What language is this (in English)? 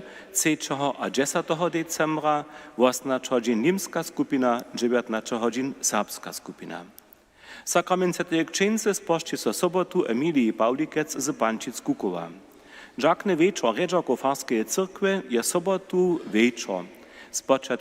Upper Sorbian